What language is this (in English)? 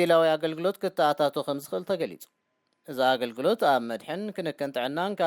Tigrinya